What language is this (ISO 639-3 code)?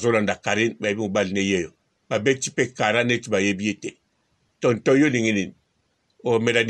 lin